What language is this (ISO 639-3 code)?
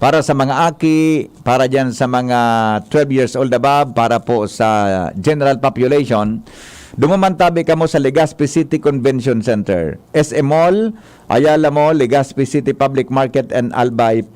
bik